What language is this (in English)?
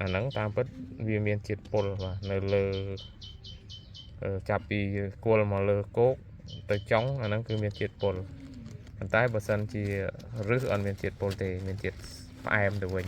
Khmer